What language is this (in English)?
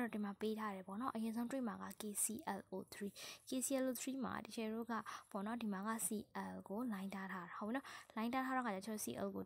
Burmese